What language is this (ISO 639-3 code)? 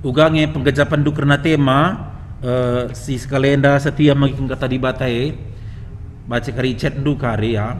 btx